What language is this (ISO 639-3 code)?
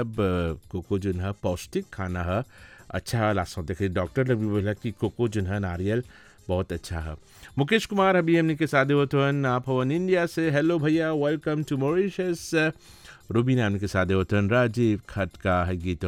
bho